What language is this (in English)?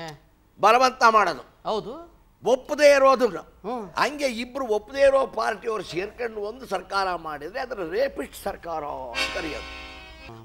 Kannada